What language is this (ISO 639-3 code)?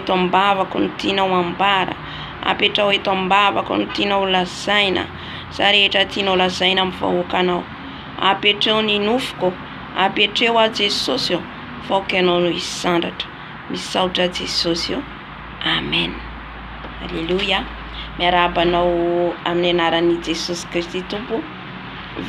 mlg